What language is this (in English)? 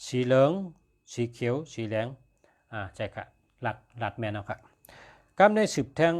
Shan